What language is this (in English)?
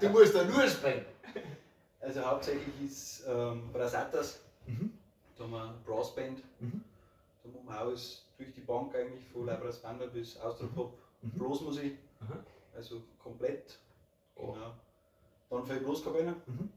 Bavarian